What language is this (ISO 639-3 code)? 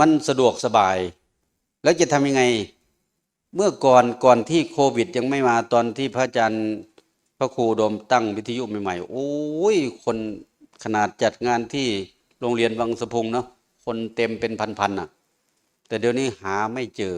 tts